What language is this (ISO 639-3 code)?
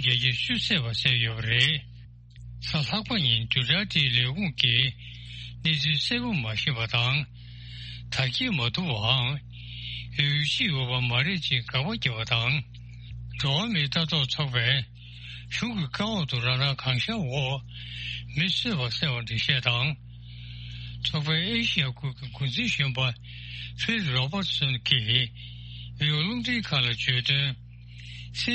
bod